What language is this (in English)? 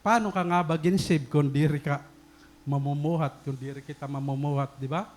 Waray